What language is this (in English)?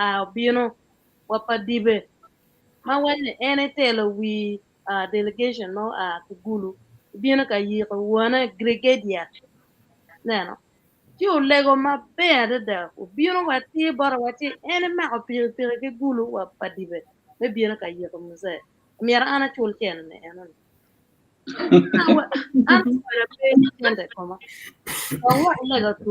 Acoli